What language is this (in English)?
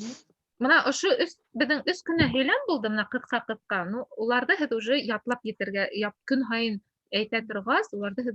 Bashkir